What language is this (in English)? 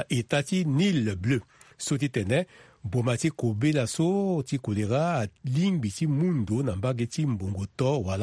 Sango